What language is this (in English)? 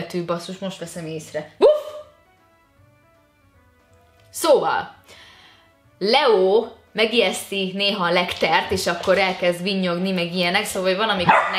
Hungarian